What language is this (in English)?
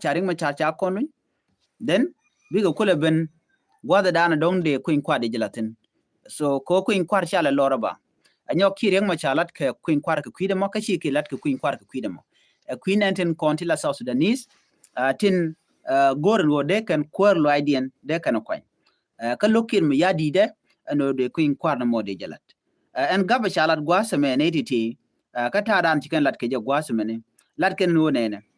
Nuer